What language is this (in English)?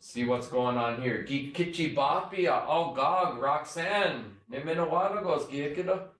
Chippewa